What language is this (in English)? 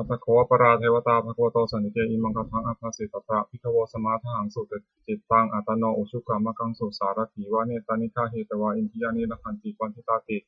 Pali